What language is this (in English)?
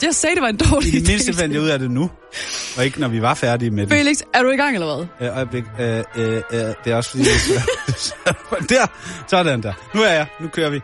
Danish